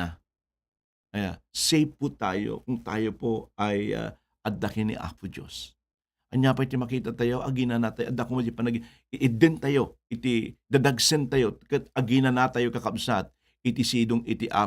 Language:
Iloko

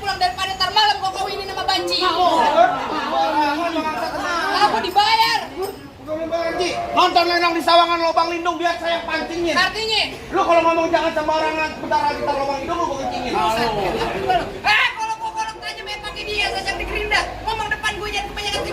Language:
Betawi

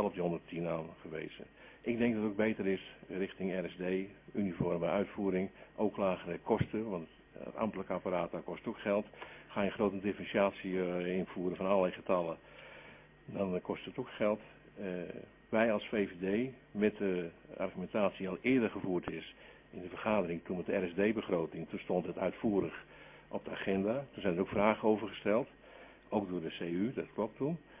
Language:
Dutch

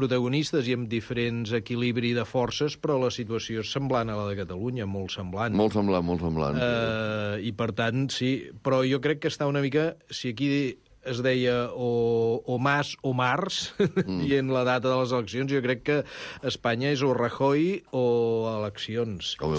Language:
Catalan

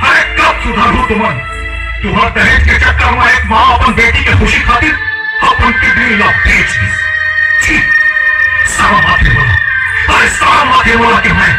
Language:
Chhattisgarhi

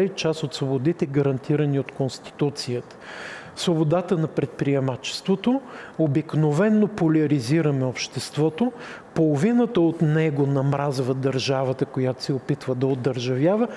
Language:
Bulgarian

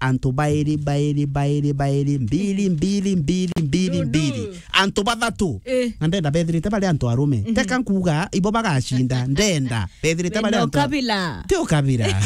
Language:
Meru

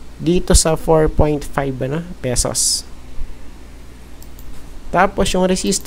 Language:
Filipino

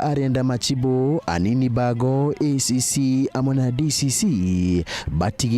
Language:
Meru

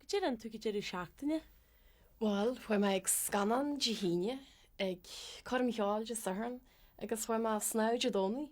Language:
Irish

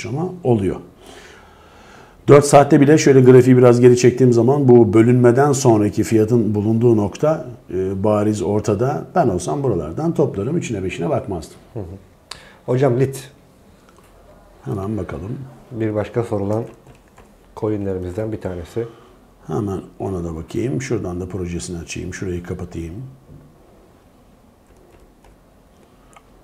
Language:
Turkish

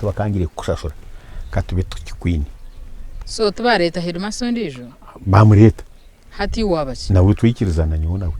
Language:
Nyankole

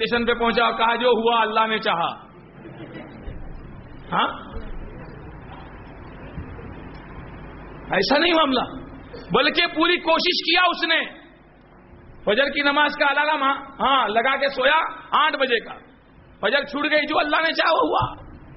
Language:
Urdu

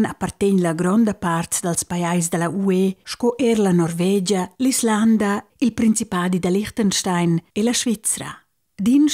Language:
Romansh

